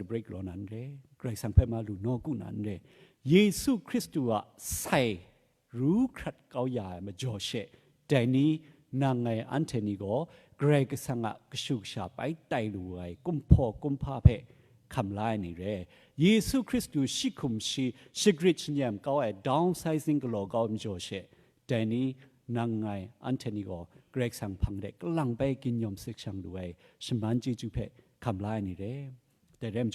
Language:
Kachin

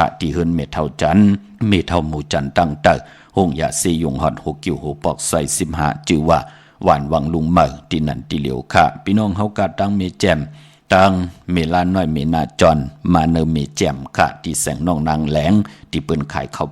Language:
Shan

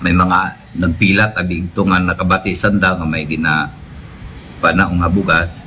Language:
Aklanon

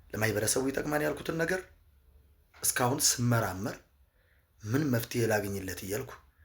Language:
Amharic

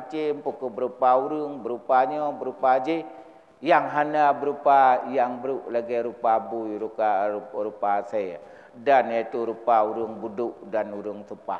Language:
Achinese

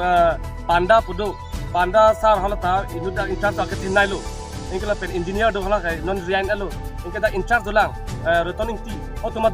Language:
Karbi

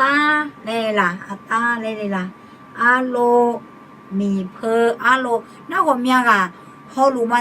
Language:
Akha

